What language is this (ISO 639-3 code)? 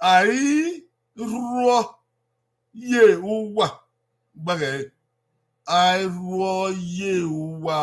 bin